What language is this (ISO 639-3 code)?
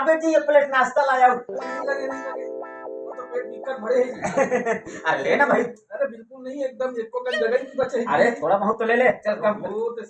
hne